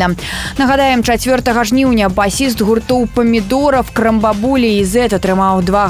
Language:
Belarusian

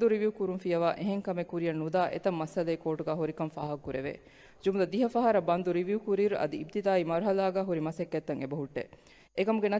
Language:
Divehi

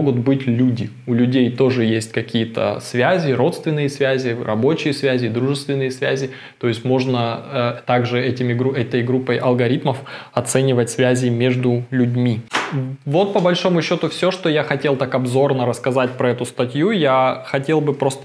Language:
Russian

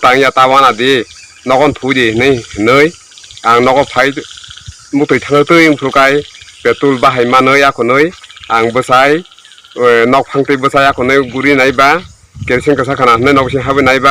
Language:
Kok Borok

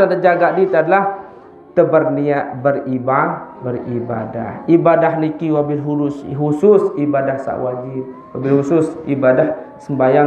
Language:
Sasak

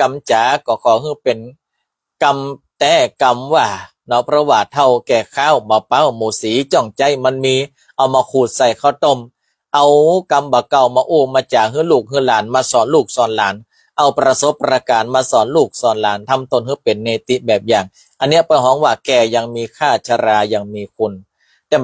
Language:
Northern Thai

